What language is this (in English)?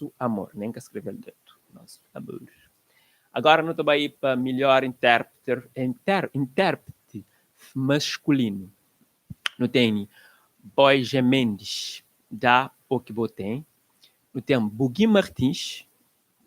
Kabuverdianu